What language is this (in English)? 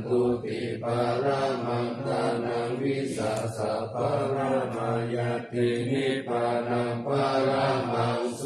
Pali